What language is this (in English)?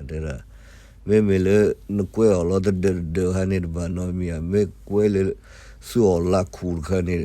S'gaw Karen